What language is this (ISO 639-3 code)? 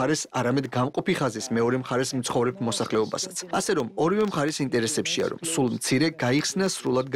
kat